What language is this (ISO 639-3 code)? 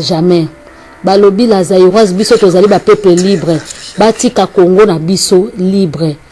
lin